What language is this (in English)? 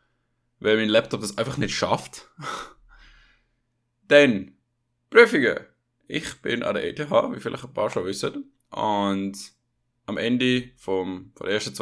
Swiss German